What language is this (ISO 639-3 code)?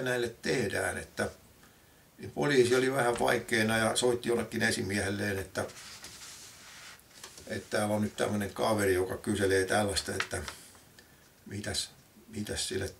fin